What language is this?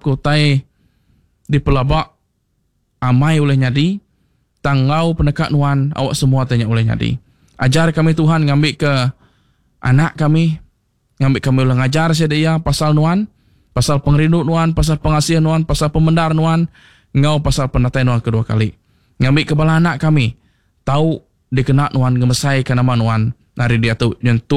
Iban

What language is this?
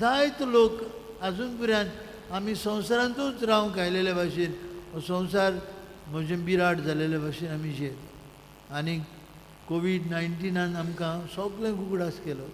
Konkani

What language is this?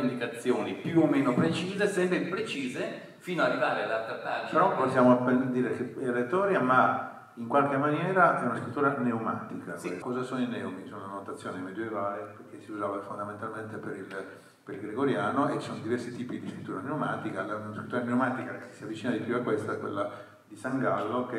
Italian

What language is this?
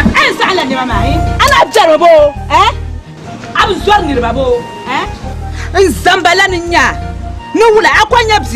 Dagbani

